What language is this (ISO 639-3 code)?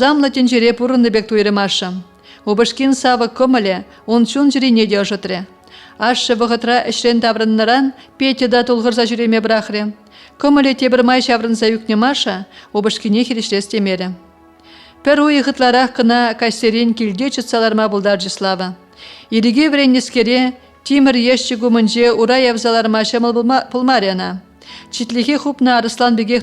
chv